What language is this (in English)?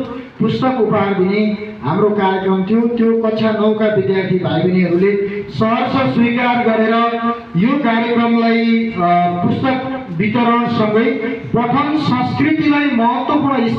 Nepali